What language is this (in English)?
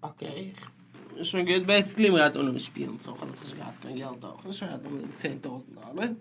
Yiddish